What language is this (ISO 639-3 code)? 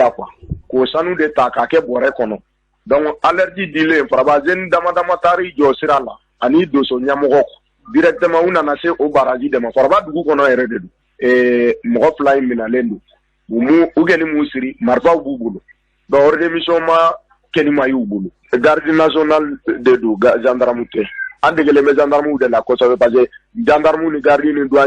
bam